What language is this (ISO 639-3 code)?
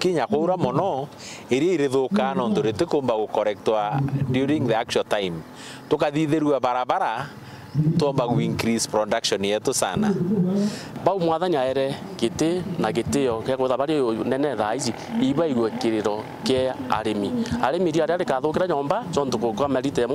mer